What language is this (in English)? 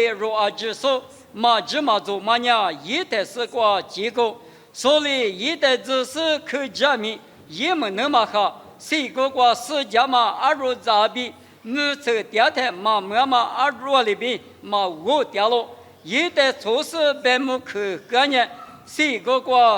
Lisu